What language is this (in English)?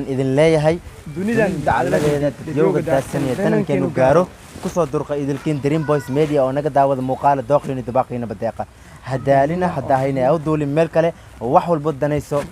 Somali